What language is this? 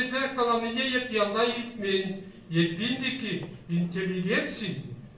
Chuvash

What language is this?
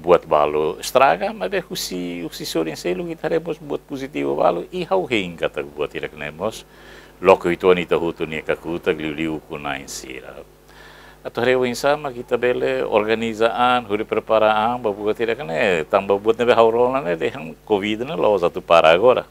Tetum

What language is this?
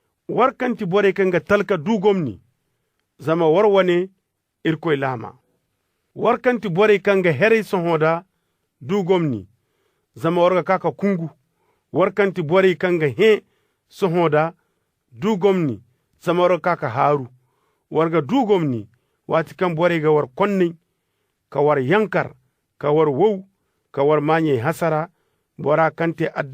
Koyraboro Senni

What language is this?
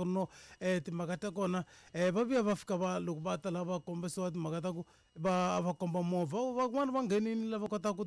Tsonga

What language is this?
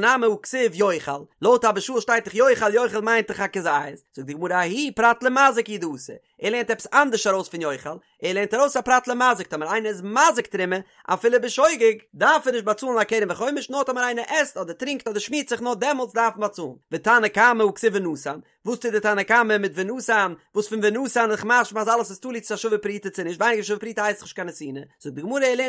Yiddish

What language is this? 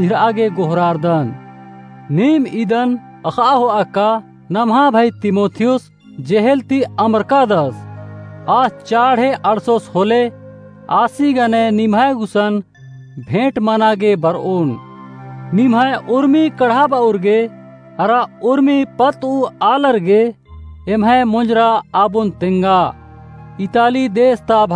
Kurukh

